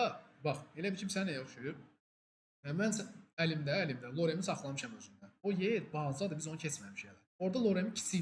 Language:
Azerbaijani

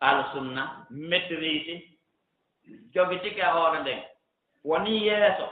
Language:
Fula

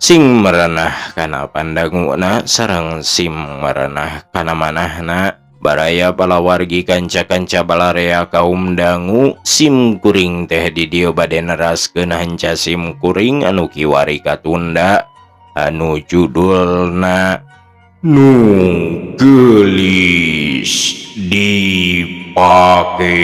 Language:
Sundanese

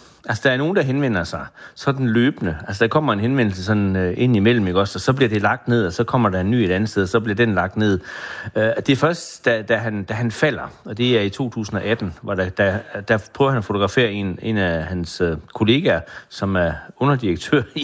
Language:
Danish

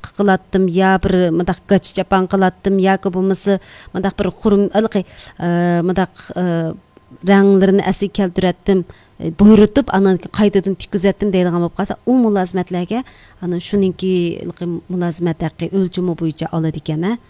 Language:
Uyghur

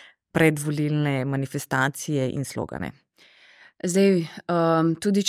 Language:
Slovenian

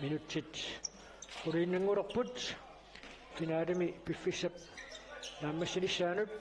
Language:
Kalaallisut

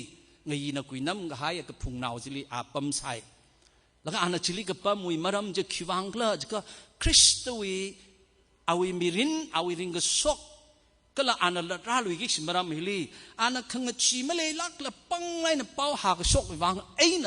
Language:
Tangkhul Naga (India)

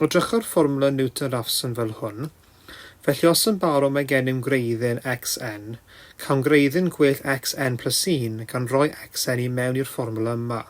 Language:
Welsh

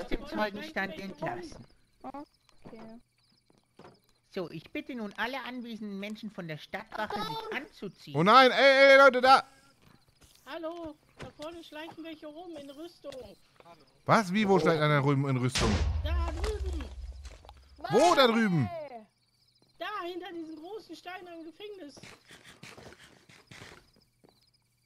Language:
German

